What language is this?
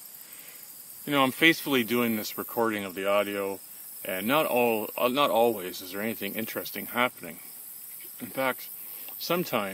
English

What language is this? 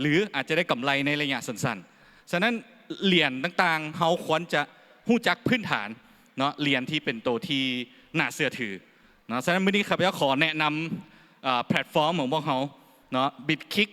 Lao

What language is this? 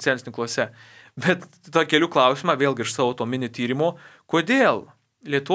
Lithuanian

